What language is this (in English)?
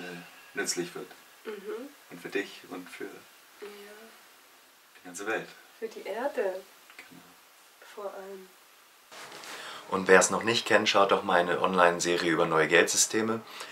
German